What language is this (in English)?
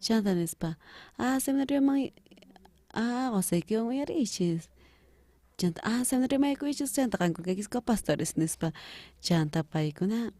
South Bolivian Quechua